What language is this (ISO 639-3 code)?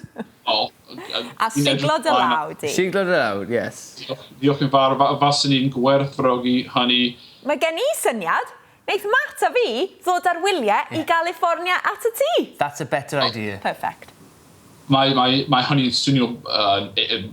cym